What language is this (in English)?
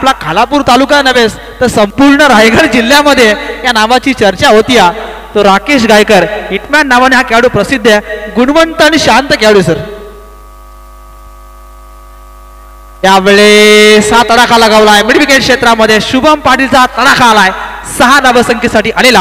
Marathi